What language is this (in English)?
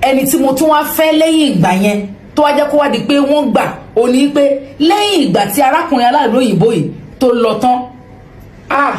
Yoruba